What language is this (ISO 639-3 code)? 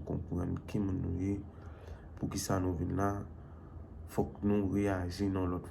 hat